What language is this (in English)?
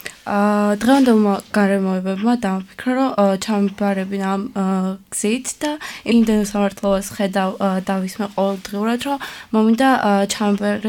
Georgian